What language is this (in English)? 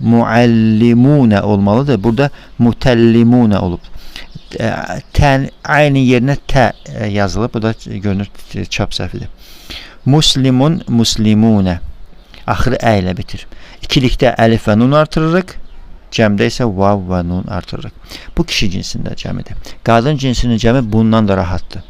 Azerbaijani